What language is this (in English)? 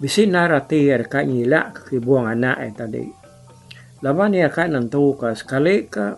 Iban